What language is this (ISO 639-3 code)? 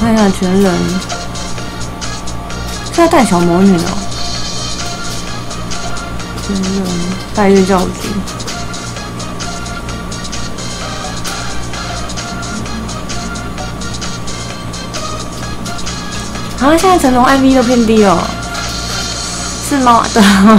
zho